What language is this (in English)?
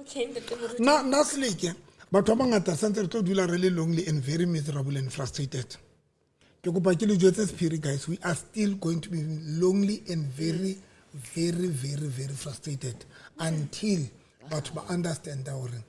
Southern Sotho